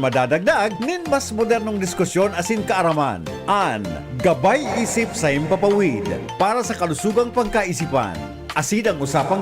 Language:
Bikol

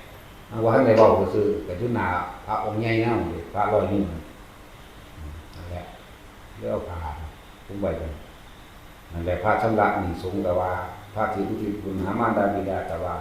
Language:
Northeastern Thai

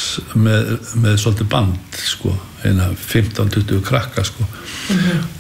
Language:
Icelandic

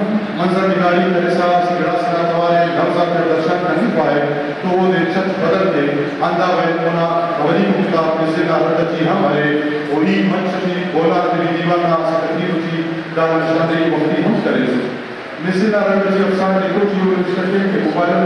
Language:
Brahui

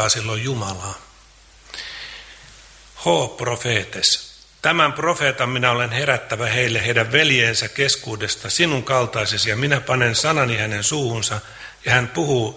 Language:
Finnish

